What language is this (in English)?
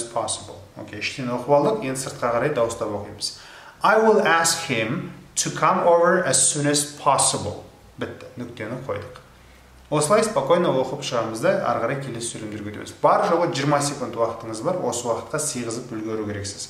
Kazakh